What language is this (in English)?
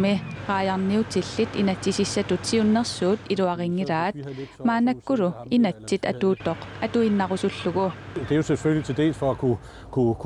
Kalaallisut